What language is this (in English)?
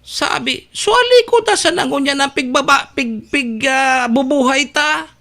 Bikol